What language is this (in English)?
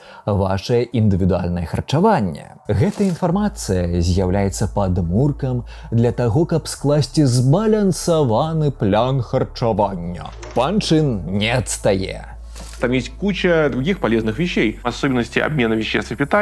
Belarusian